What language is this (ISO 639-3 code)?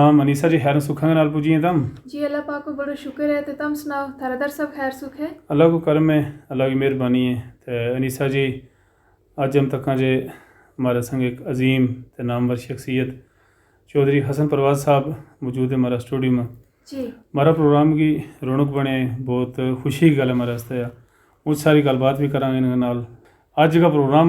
gju